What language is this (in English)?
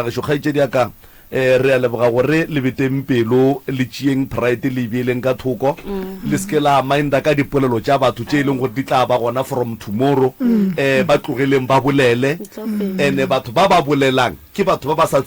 Northern Sotho